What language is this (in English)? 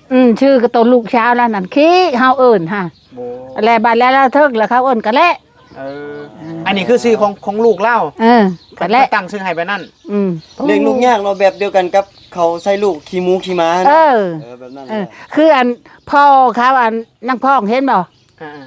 Northeastern Thai